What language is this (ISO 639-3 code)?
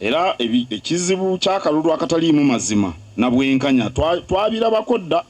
lug